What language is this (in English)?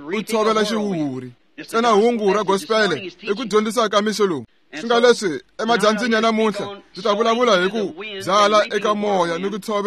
Tsonga